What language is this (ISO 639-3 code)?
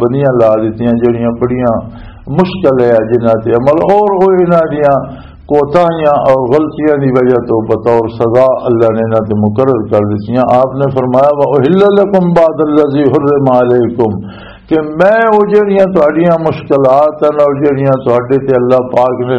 lah